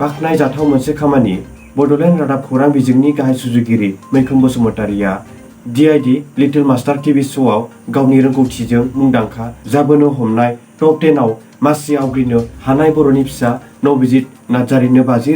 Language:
Bodo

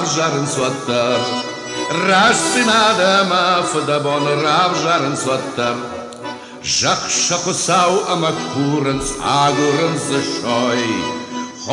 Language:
Ossetic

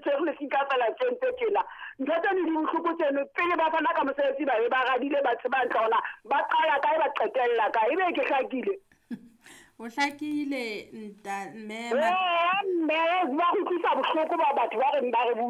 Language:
Southern Sotho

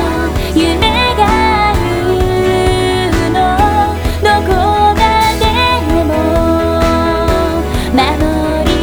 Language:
Japanese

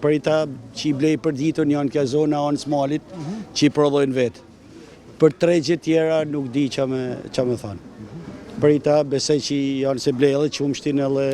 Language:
Albanian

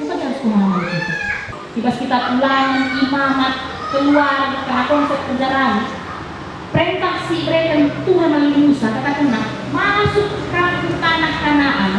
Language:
Batak Karo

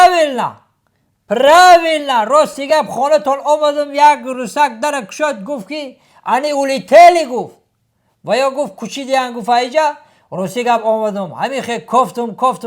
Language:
Tajik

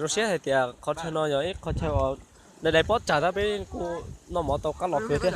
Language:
Hmong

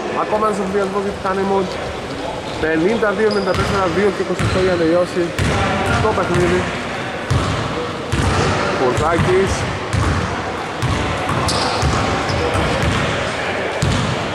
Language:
Greek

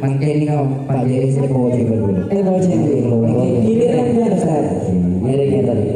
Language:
Madurese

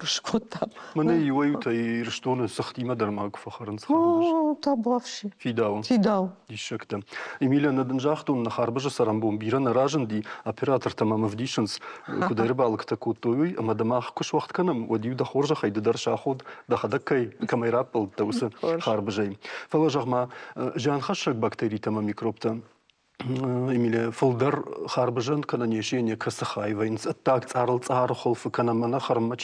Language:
Ossetic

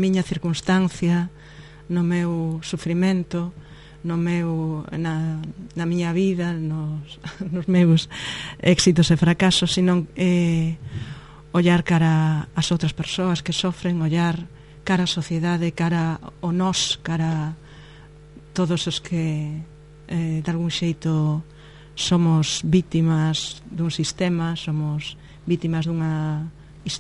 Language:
Galician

